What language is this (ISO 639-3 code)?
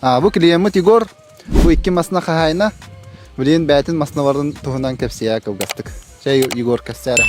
sah